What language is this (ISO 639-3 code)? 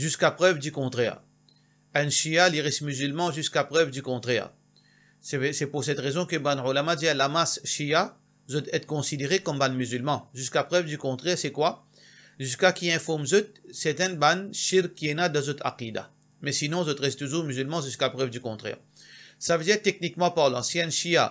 mfe